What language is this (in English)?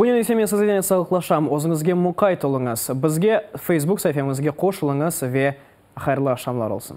Crimean Tatar